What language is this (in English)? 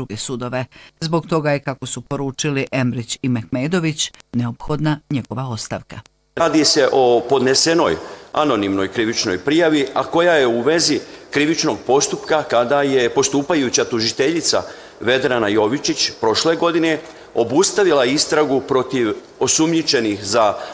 Bosnian